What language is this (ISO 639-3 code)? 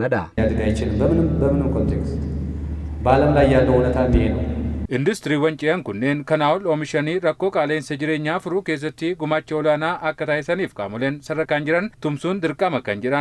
orm